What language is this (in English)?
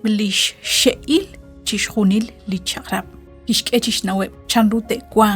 Kekchí